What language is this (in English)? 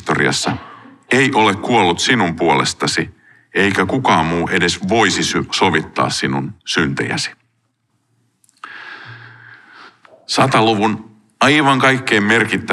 Finnish